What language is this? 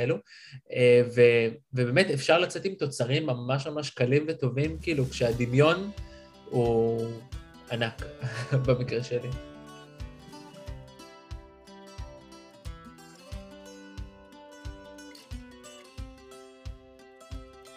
Hebrew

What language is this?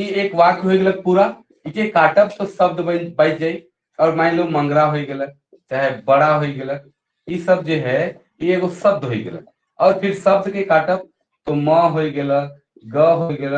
Sadri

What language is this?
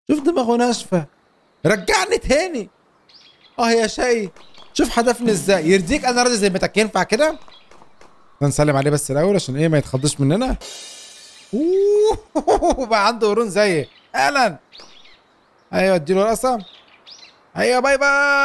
Egyptian Arabic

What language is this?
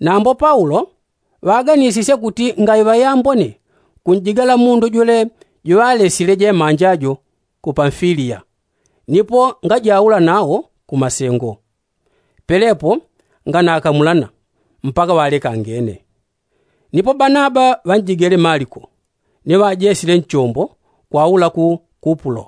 Yao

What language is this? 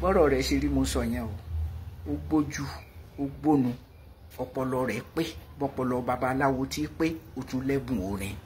Yoruba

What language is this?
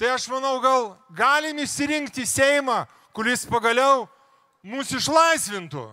Lithuanian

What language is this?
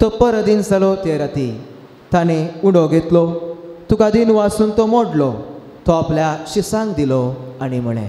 Konkani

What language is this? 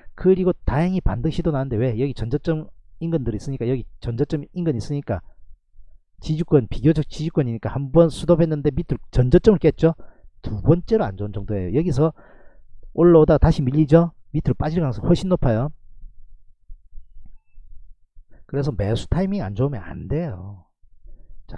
Korean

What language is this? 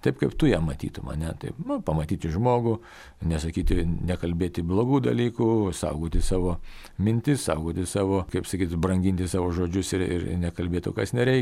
Lithuanian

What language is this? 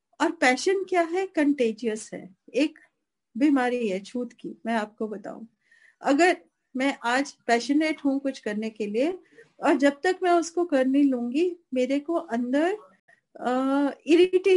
Hindi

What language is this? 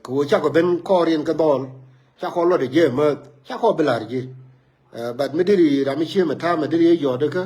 Nuer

